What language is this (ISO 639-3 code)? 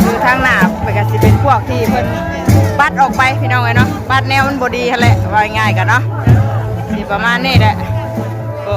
tts